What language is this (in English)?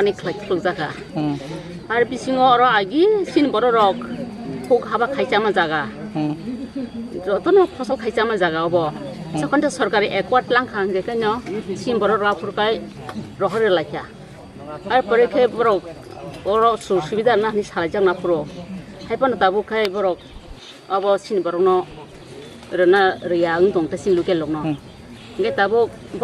Kok Borok